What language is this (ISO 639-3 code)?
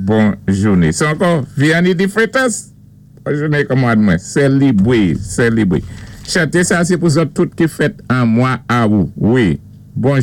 acf